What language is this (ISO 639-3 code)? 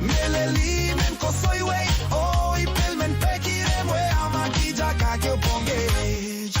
pon